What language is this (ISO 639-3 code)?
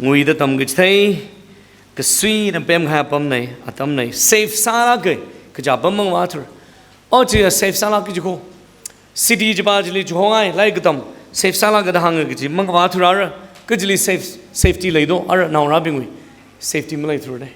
nmf